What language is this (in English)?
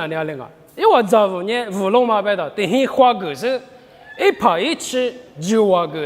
Lisu